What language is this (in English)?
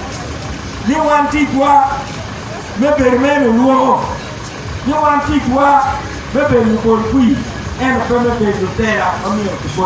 Acoli